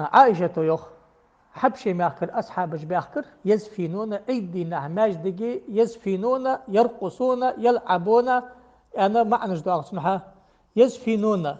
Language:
Ingush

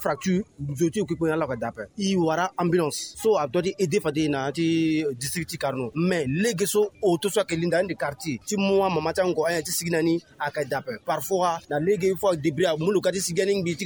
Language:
Sango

